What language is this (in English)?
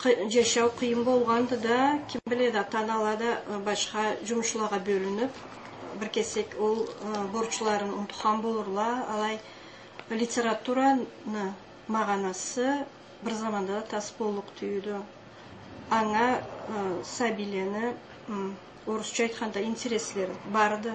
Karachay-Balkar